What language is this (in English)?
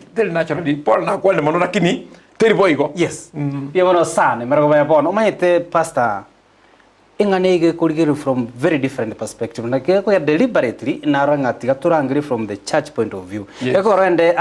Gusii